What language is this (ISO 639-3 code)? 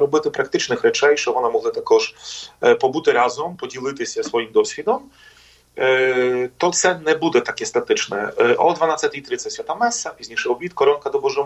ukr